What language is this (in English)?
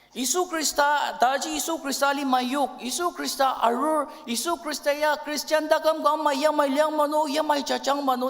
Ao Naga